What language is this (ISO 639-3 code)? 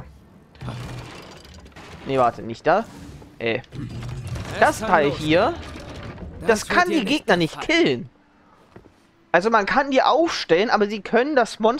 deu